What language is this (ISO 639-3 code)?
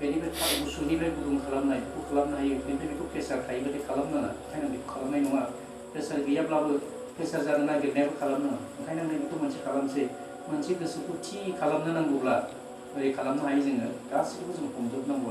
brx